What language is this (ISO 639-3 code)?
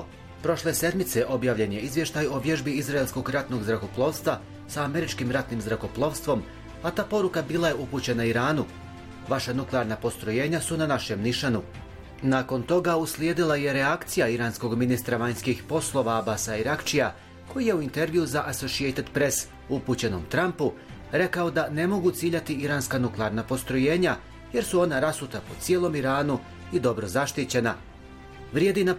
bos